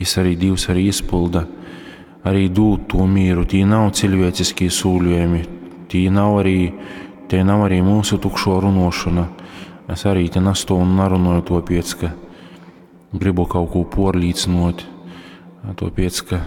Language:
Latgalian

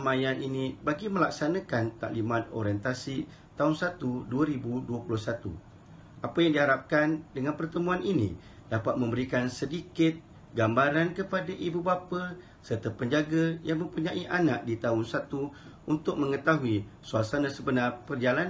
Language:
Malay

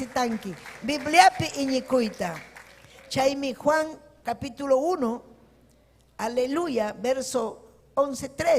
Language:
Ayacucho Quechua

